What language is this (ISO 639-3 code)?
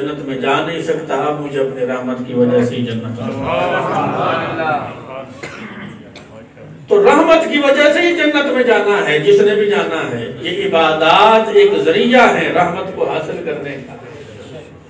urd